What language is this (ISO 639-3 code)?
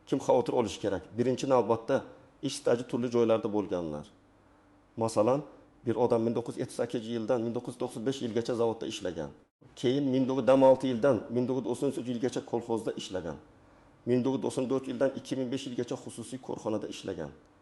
uzb